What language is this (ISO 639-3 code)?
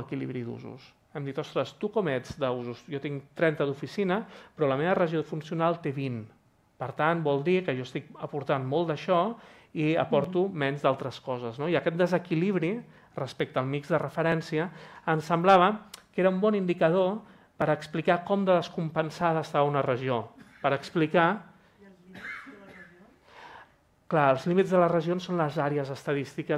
cat